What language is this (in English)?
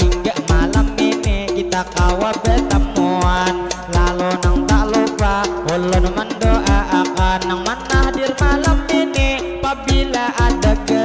Banjar